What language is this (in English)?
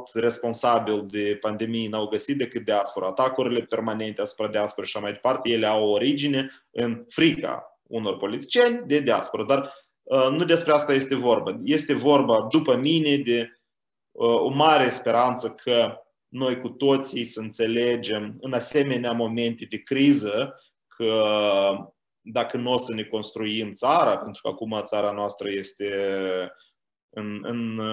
Romanian